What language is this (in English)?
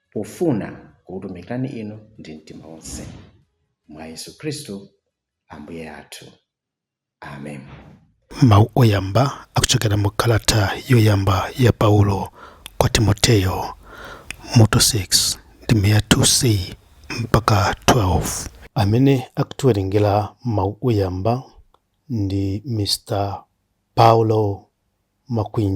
Nyanja